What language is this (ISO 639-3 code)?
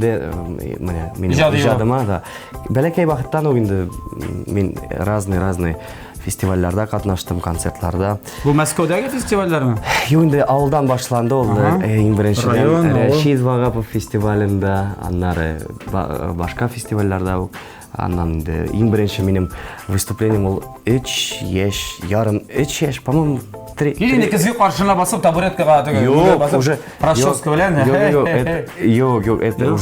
tat